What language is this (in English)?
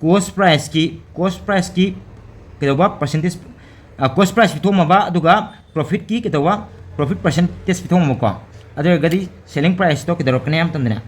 Manipuri